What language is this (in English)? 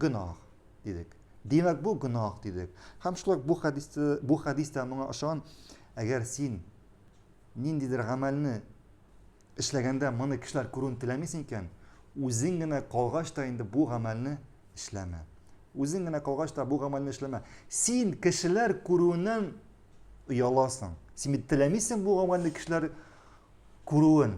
Tatar